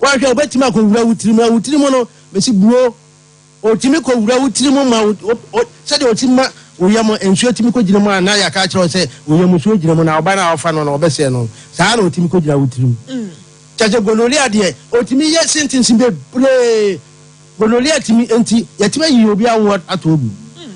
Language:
Akan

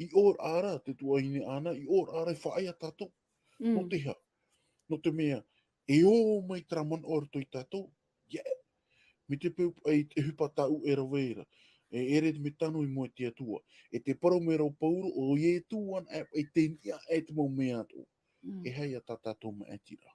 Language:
Tahitian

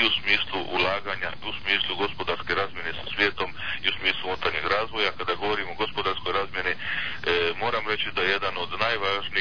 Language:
Croatian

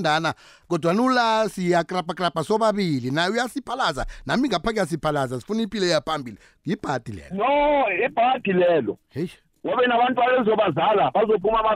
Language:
South Ndebele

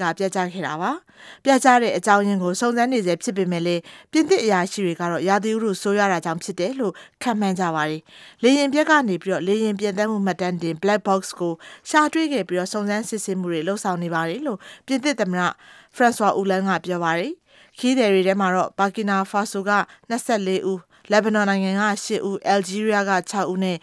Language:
Burmese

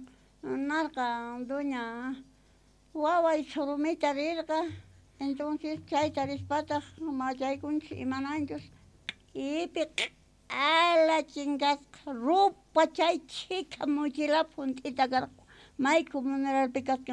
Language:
South Bolivian Quechua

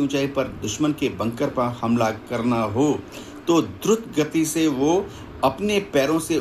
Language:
Hindi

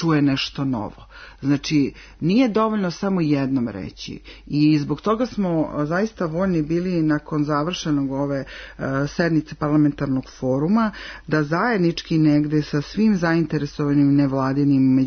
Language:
Serbian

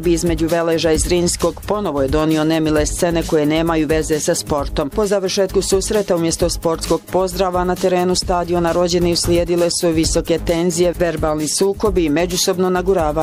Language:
Bosnian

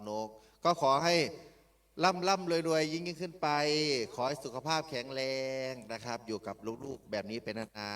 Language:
Northeastern Thai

